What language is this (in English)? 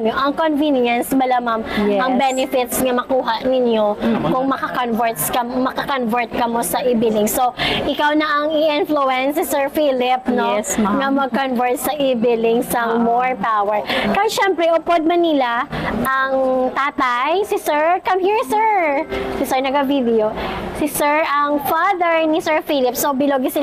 Hiligaynon